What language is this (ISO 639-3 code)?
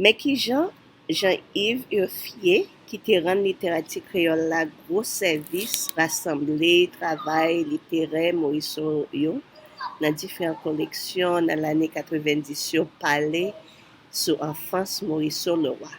hat